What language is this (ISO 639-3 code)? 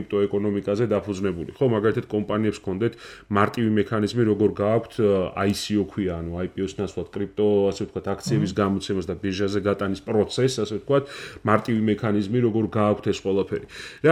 kat